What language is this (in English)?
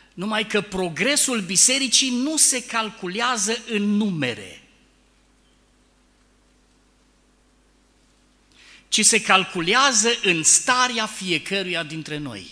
Romanian